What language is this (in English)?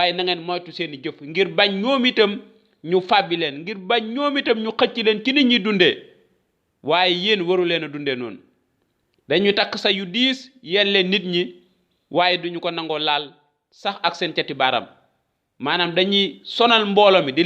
Wolof